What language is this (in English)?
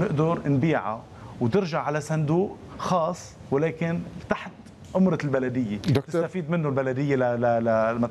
North Levantine Arabic